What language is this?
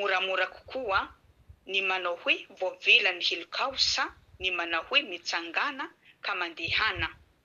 Malagasy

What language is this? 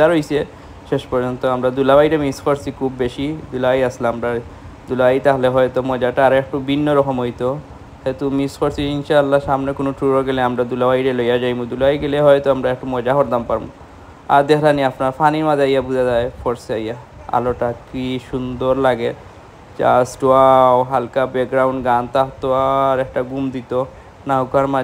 Sylheti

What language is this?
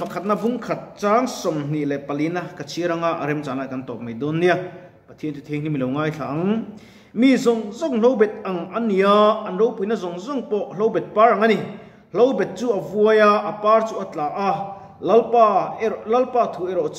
Mizo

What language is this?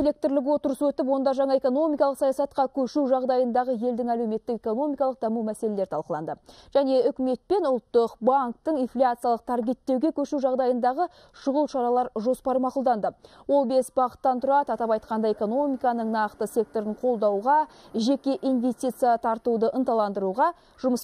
Kazakh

